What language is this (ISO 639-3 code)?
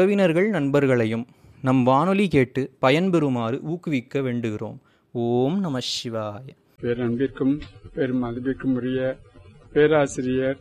tam